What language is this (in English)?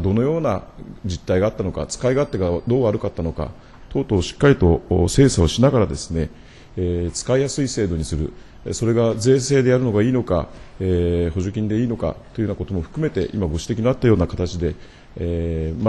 Japanese